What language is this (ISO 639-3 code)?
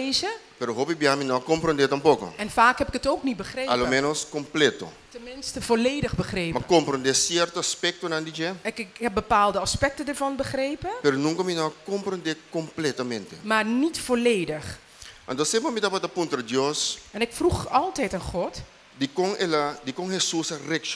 pap